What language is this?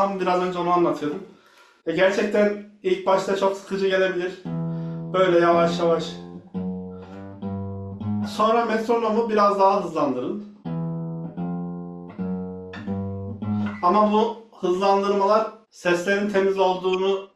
Turkish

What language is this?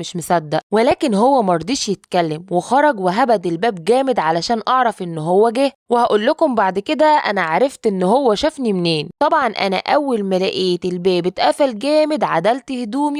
Egyptian Arabic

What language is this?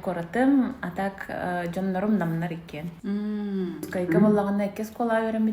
Yakut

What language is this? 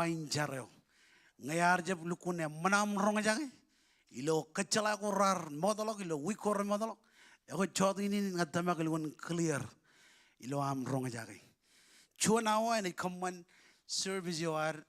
Marshallese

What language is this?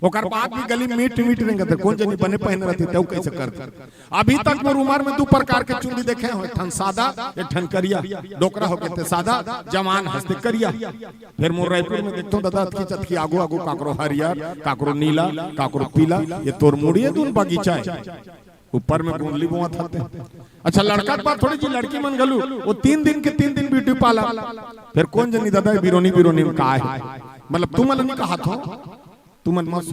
Chhattisgarhi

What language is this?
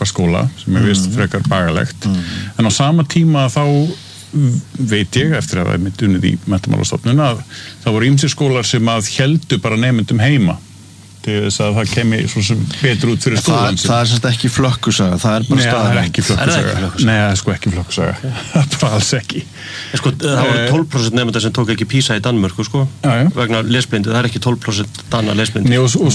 Icelandic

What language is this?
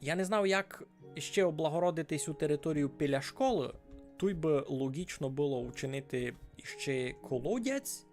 Rusyn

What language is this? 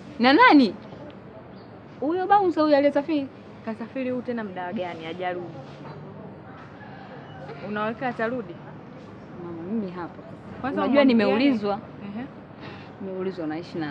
Swahili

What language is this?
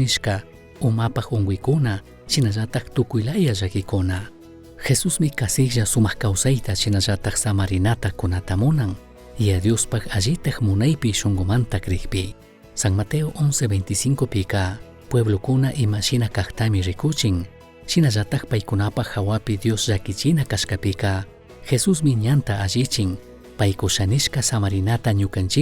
Chimborazo Highland Quichua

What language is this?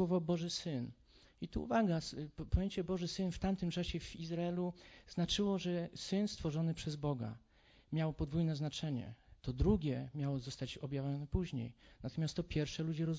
Polish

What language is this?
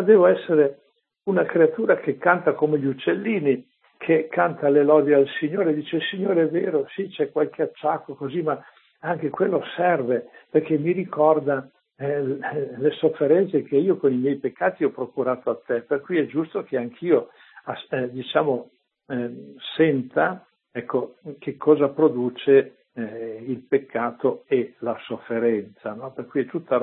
Italian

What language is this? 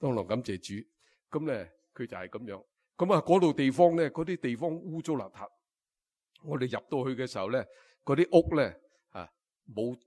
Cantonese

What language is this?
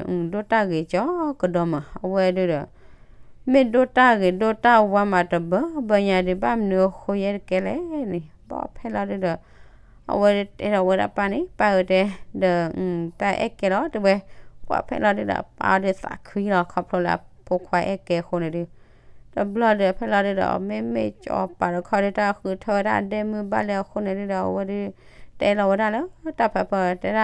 S'gaw Karen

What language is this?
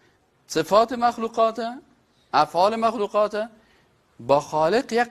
Persian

